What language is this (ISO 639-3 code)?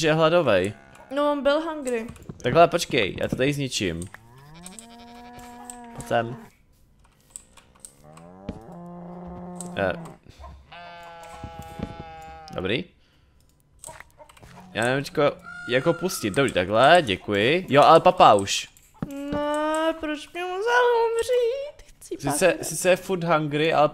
ces